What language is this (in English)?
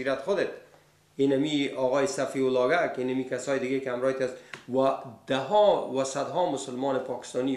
Persian